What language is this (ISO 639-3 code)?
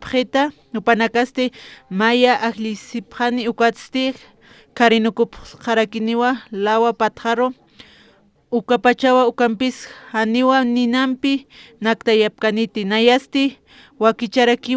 aym